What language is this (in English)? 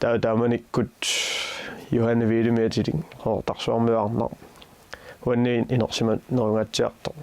Kalaallisut